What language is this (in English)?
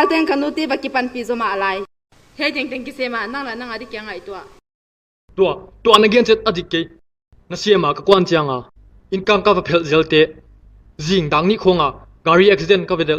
Paite Chin